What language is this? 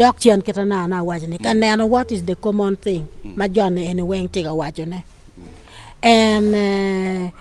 Acoli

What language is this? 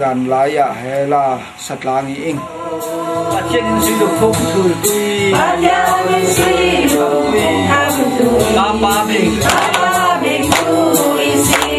Falam Chin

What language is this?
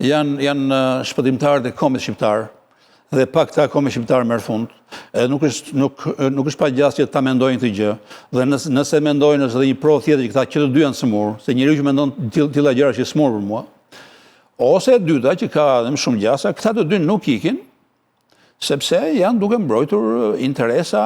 Albanian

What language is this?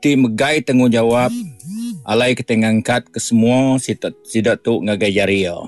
Iban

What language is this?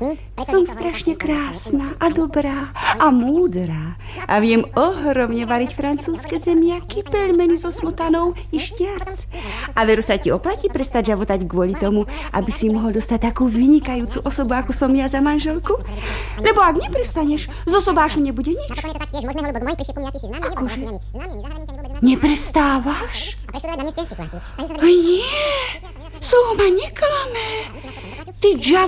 Slovak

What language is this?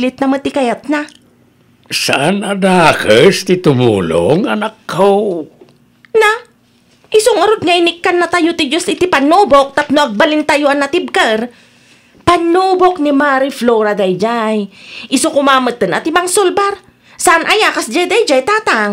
Iloko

